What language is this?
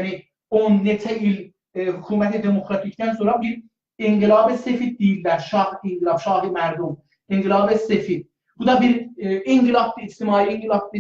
South Azerbaijani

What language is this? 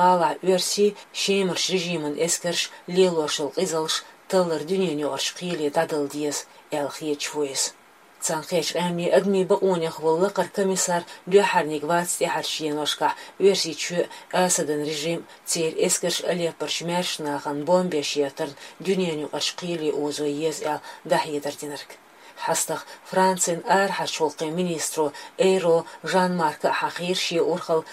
Chechen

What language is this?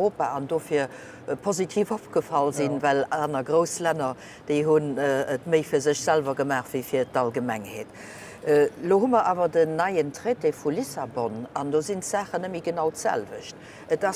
Luxembourgish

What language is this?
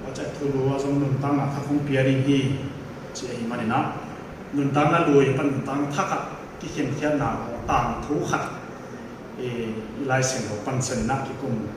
Tedim Chin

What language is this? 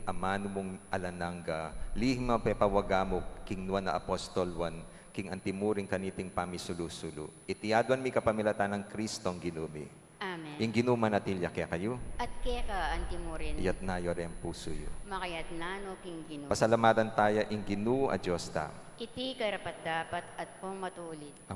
Pampanga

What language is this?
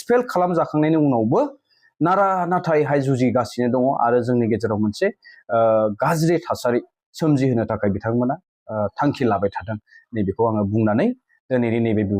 Bodo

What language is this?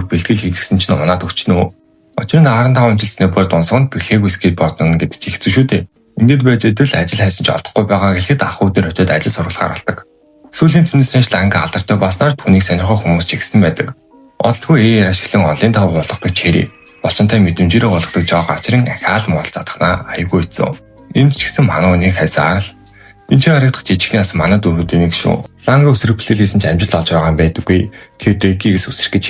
Mongolian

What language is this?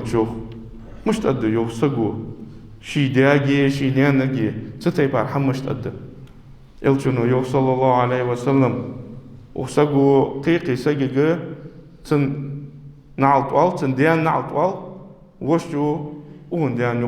Ingush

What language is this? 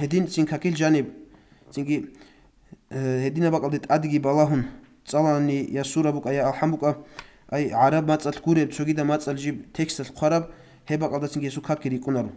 Avaric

